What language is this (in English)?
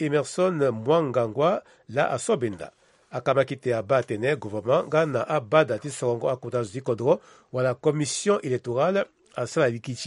Sango